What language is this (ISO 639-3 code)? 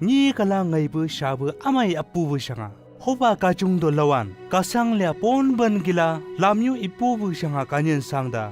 nbc